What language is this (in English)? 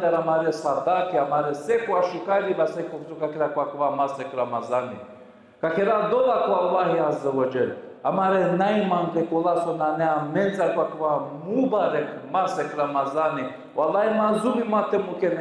Balkan Romani